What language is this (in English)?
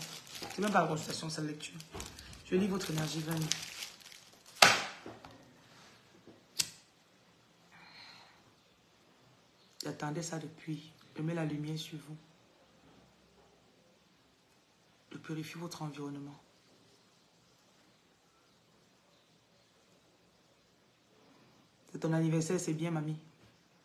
French